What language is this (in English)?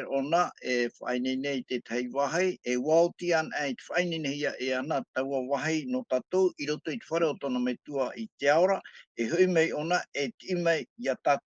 Tahitian